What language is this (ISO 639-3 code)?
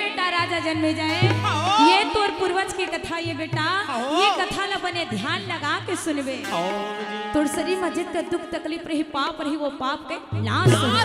hne